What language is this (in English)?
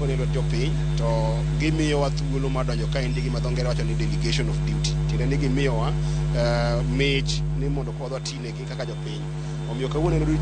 Luo (Kenya and Tanzania)